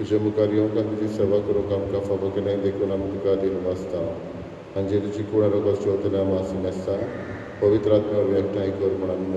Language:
Konkani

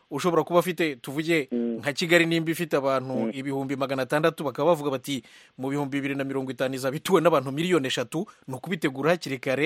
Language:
Kinyarwanda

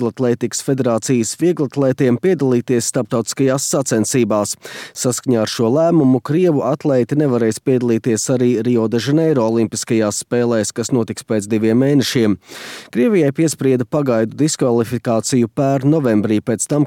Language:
Latvian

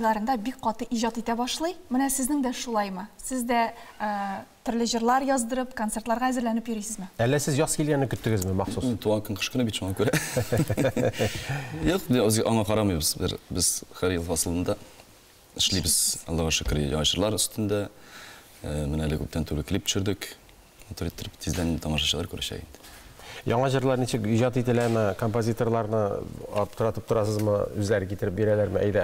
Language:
Tatar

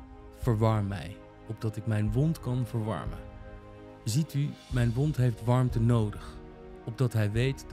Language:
Dutch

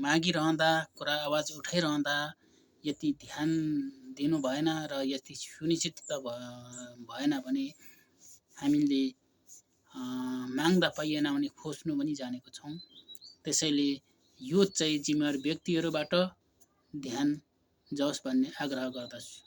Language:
Nepali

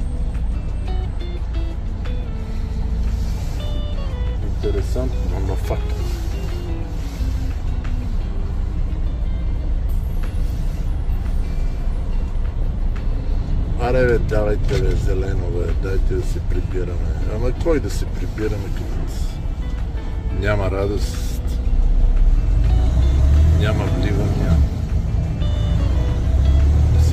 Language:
Bulgarian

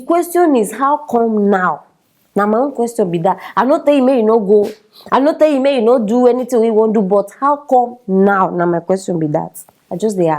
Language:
Nigerian Pidgin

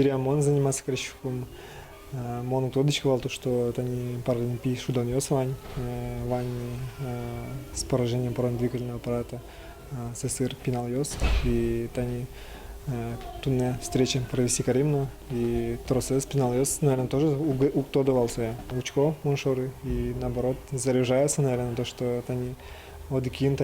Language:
Udmurt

